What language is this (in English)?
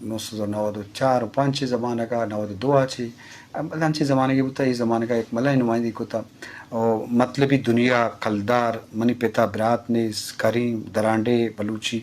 Eastern Balochi